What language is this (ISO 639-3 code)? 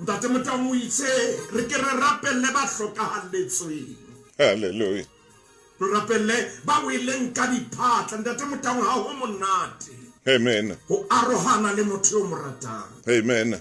sot